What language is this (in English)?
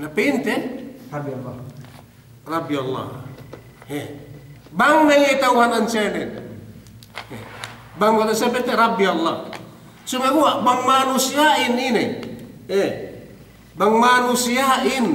Yakan